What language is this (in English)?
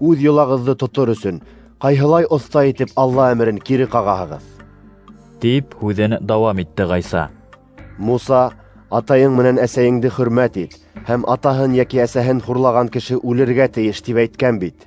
Bashkir